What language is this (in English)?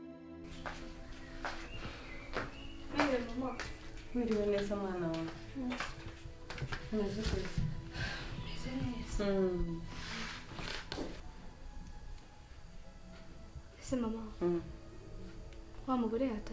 Kinyarwanda